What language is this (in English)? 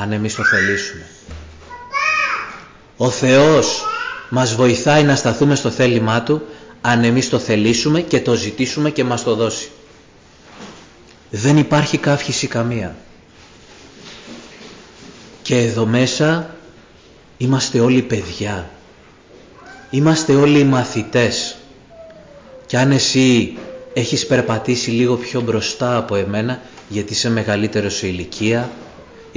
Greek